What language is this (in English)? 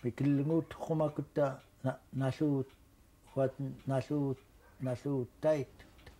Central Yupik